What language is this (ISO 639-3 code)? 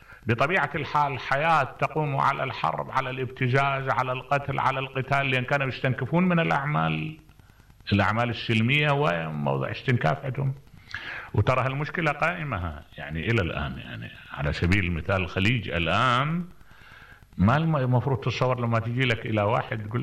acm